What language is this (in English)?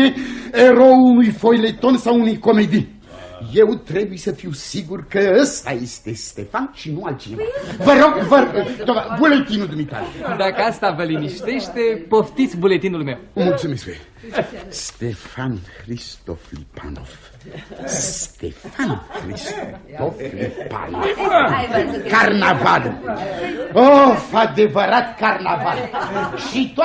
Romanian